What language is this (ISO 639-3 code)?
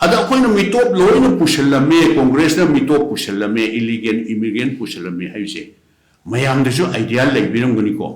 mni